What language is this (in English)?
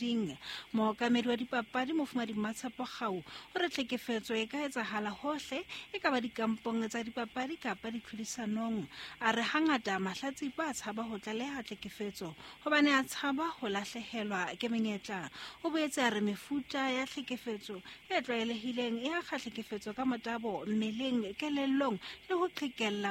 Southern Sotho